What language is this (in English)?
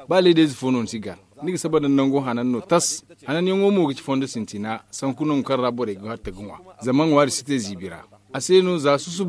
Zarma